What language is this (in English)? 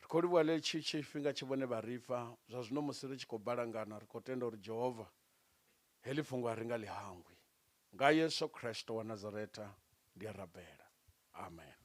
Venda